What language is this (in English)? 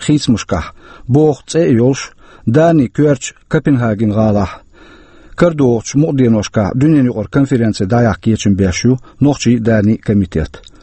Chechen